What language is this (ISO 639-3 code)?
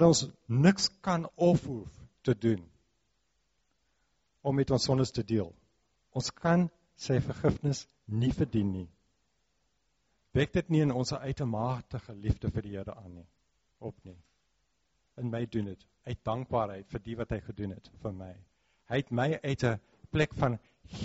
afr